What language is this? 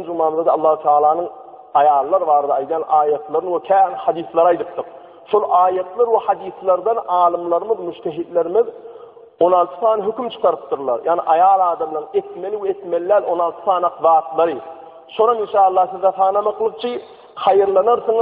Turkmen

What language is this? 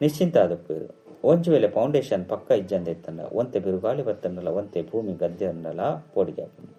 Tulu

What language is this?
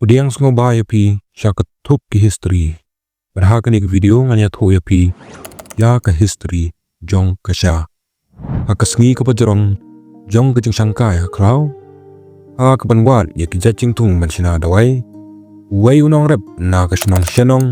Khasi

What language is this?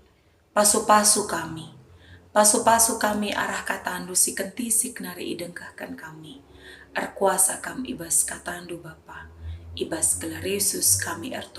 Batak Karo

